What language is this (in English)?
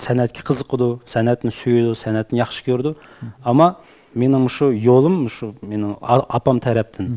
Uyghur